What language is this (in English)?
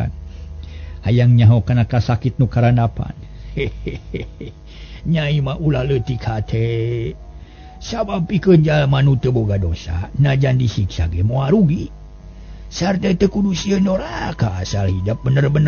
Sundanese